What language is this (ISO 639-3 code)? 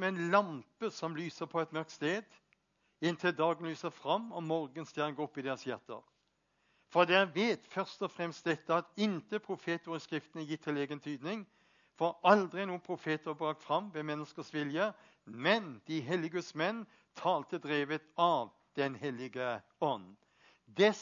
nor